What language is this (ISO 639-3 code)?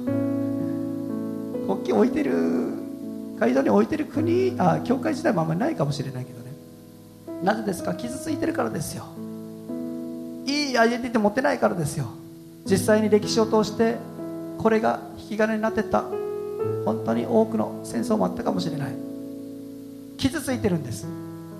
jpn